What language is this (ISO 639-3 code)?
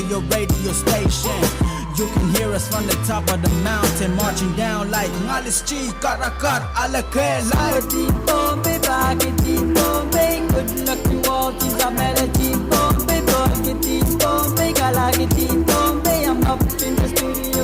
pon